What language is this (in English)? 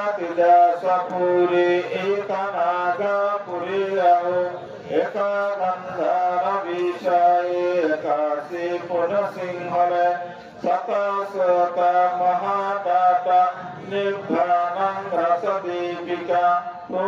Pali